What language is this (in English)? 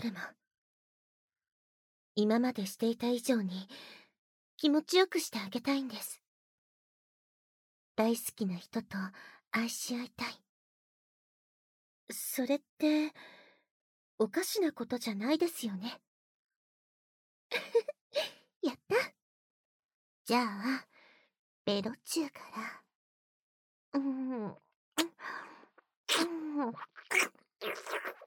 Japanese